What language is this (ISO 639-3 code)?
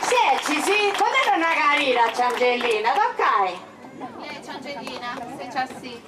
srd